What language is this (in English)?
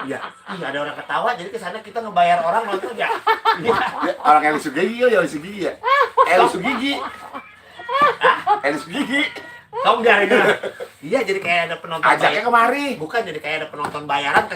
Betawi